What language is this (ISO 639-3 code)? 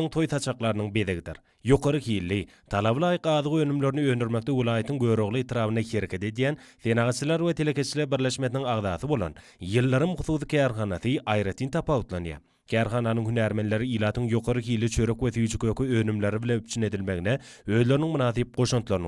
tuk